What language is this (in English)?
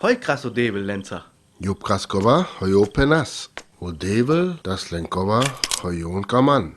Sinte Romani